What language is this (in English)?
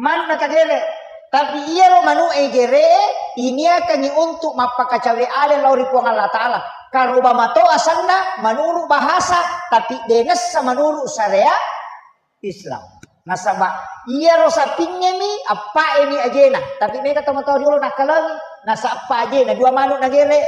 Buginese